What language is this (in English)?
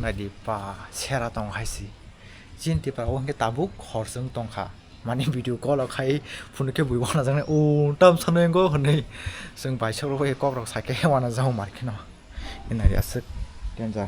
Kok Borok